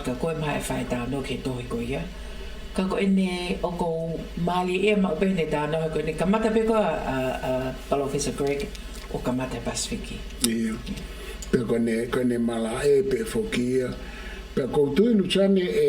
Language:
Tongan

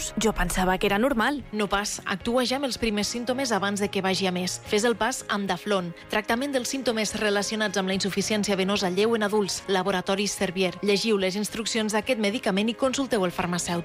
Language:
Catalan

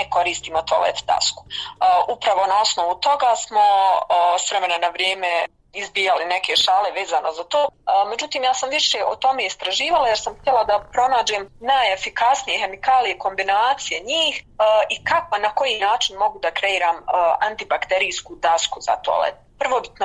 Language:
Bosnian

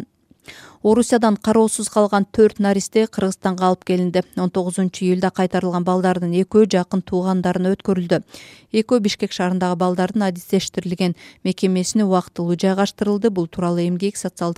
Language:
Kyrgyz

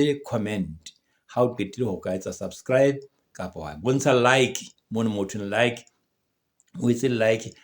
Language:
Southern Sotho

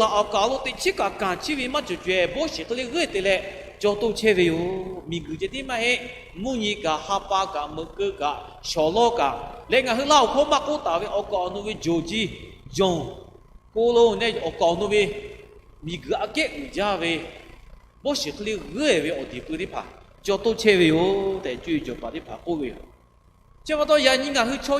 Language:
Lahu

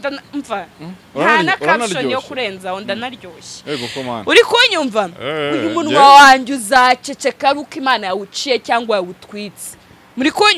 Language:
Kinyarwanda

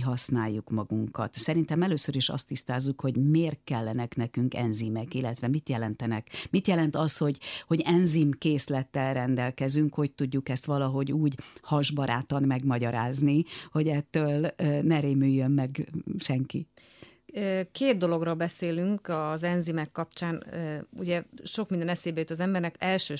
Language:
Hungarian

